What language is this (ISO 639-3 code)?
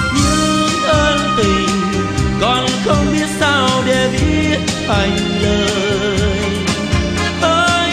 vie